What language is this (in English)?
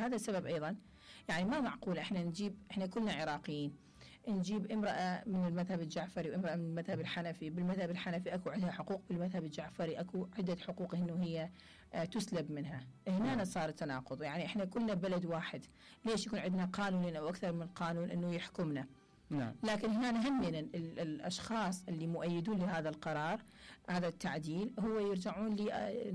Mesopotamian Arabic